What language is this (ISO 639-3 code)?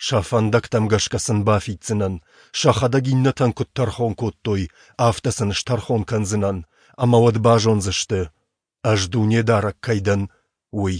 oss